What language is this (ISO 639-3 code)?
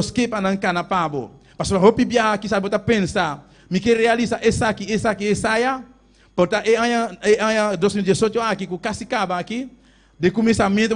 pap